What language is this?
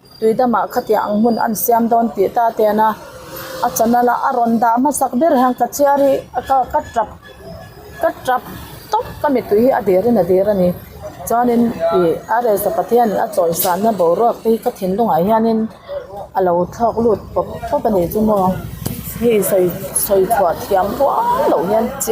Mizo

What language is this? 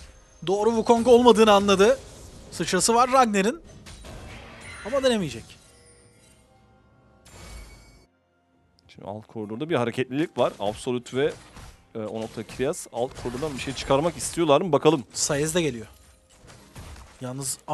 Turkish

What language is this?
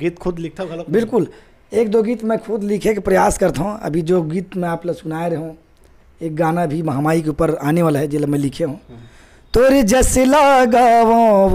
Chhattisgarhi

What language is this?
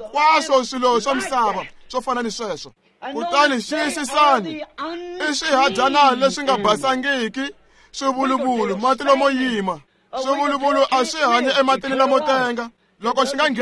Tsonga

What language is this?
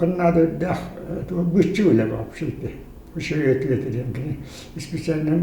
Yakut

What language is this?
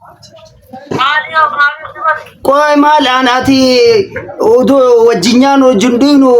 Oromo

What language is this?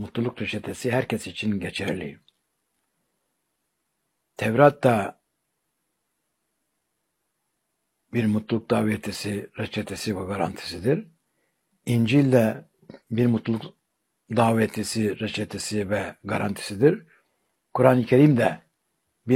Turkish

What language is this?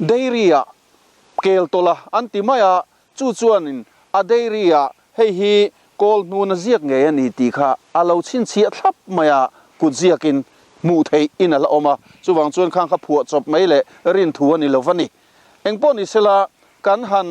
Mizo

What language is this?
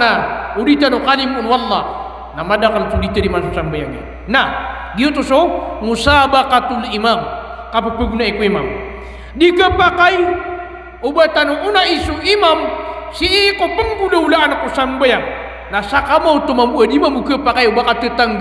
Maranao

